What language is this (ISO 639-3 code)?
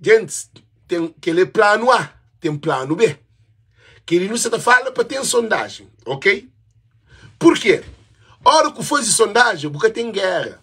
kea